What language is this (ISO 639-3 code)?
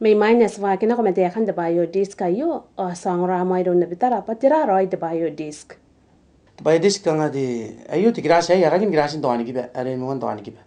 gil